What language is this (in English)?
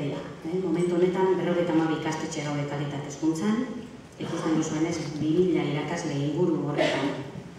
Basque